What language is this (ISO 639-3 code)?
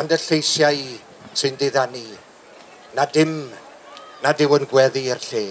cym